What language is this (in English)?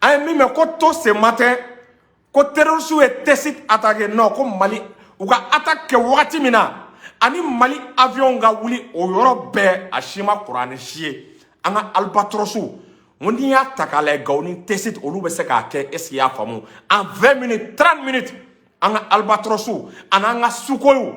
Bambara